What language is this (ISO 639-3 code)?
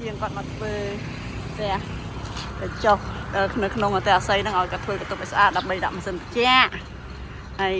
khm